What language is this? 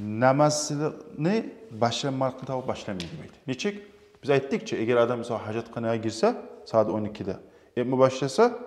Kumyk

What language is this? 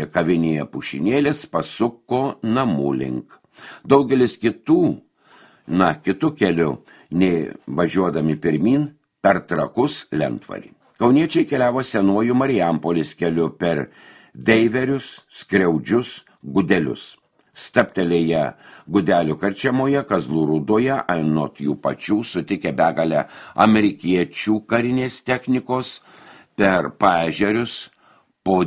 Lithuanian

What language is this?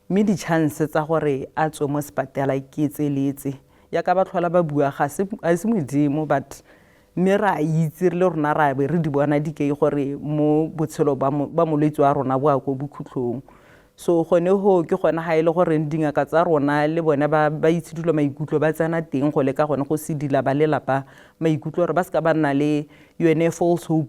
Tswana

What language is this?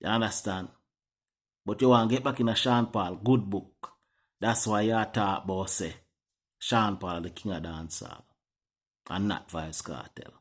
Jamaican Creole English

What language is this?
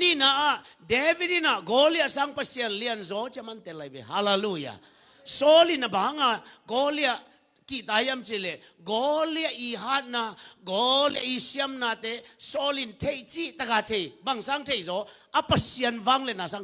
Tedim Chin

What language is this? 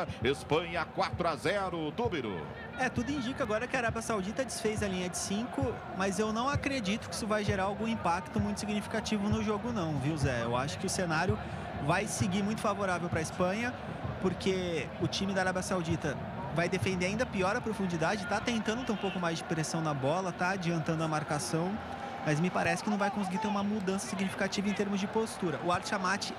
Portuguese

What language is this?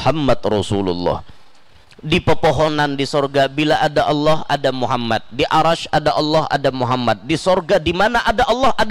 Banjar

